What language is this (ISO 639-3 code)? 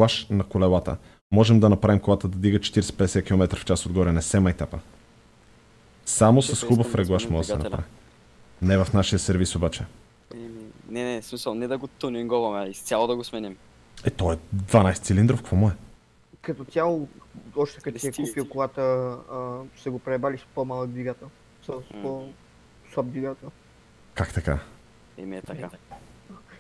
bul